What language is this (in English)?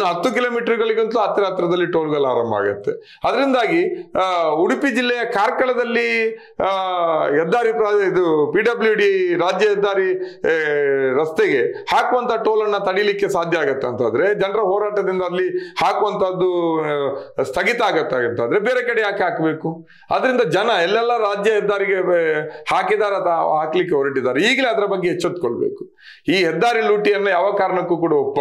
Kannada